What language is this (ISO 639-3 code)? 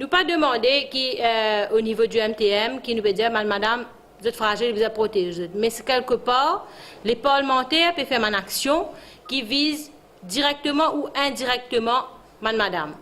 mfe